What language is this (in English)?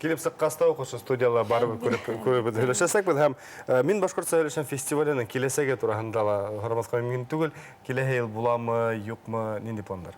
Bashkir